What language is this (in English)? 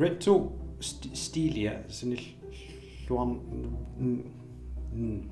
Kalaallisut